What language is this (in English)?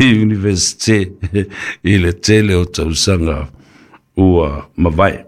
Samoan